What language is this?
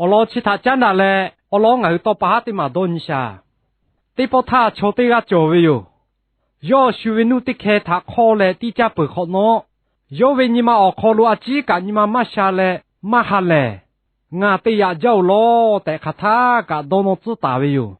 Lahu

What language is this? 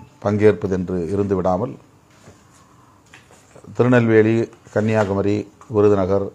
Tamil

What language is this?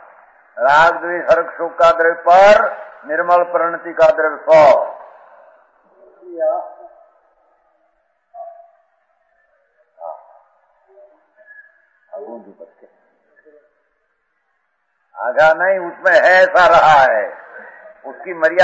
Hindi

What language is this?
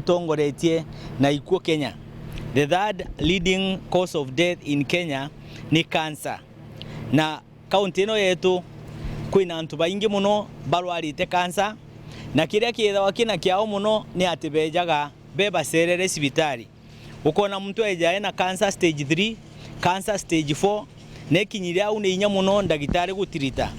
Meru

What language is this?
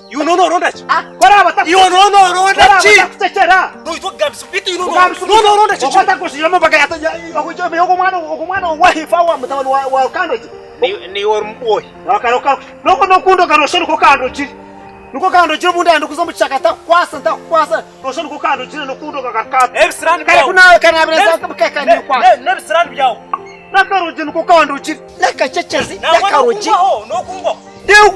Nyankole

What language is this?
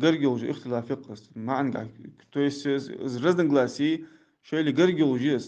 Ingush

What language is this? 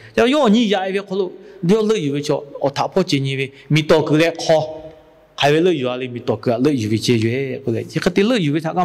Lahu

